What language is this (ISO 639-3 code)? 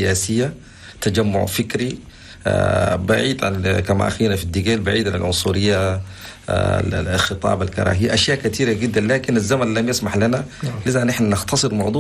shu